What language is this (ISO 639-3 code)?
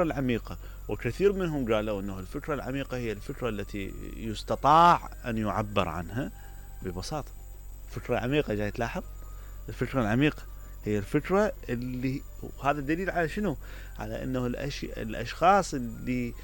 acm